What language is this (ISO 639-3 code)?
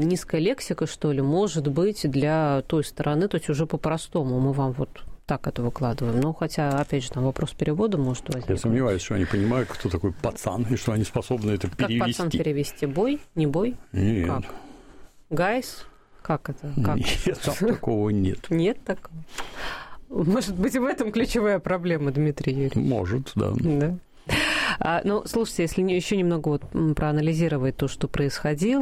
rus